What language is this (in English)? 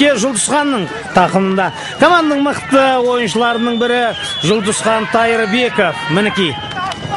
Kazakh